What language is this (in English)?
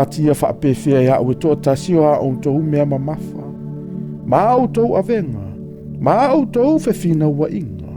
Samoan